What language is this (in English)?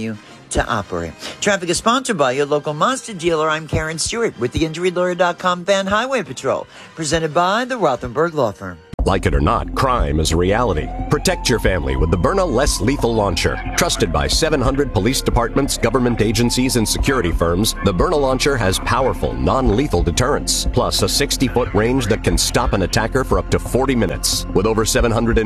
English